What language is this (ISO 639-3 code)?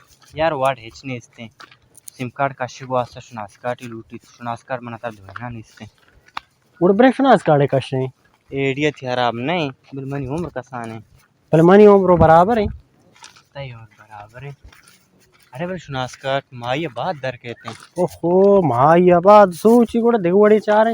bal